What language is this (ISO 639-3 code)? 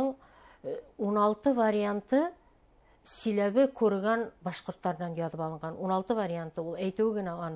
bak